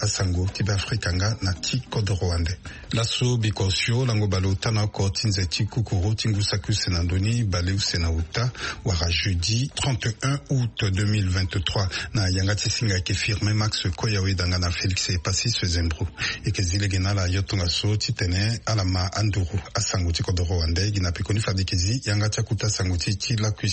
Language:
Sango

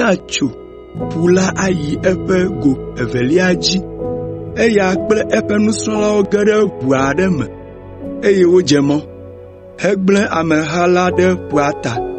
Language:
Ewe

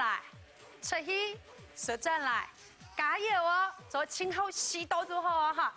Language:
Hakka Chinese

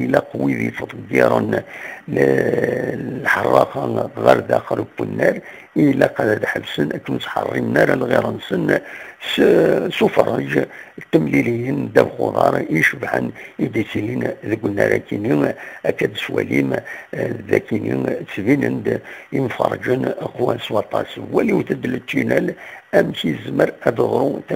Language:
Kabyle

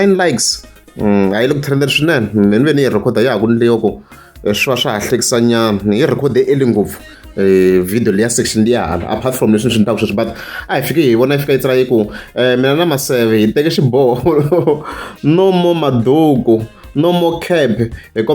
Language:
Tsonga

